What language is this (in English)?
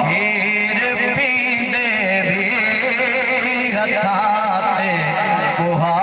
Saraiki